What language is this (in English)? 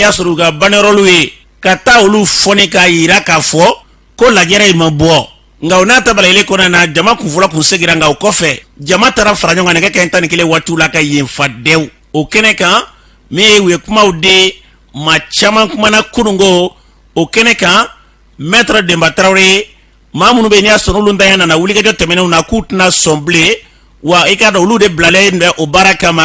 Bambara